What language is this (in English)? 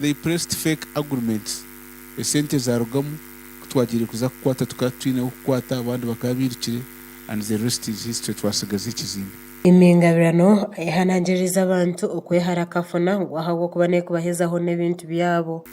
Nyankole